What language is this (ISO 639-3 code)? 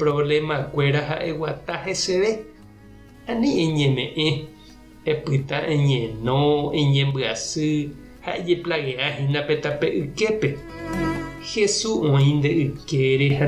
grn